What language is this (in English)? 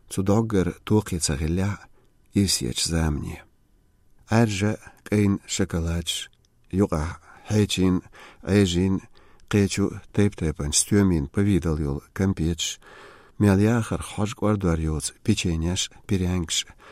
Slovenian